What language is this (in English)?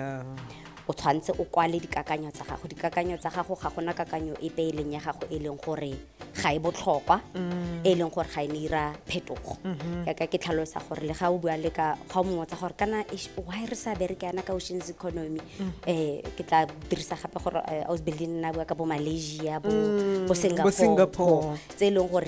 Tswana